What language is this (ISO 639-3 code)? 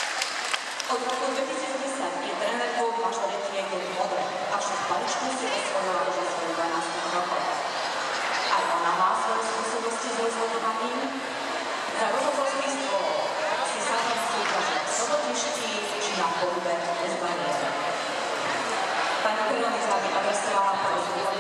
slk